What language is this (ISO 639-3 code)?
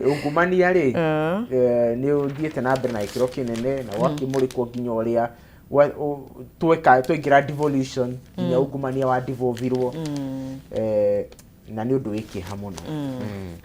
kik